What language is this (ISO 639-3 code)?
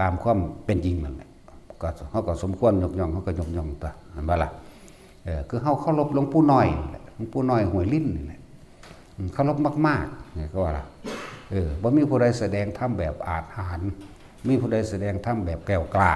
tts